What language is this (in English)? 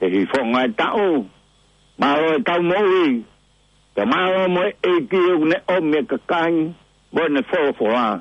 Tongan